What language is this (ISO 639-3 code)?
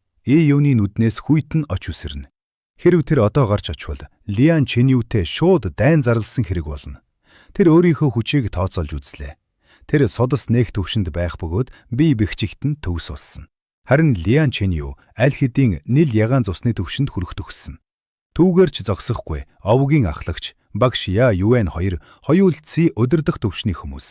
mon